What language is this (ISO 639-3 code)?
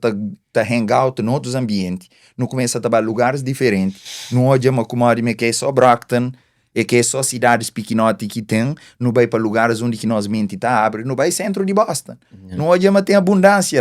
kea